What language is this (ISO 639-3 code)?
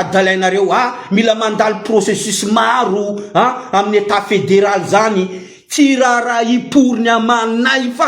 mlg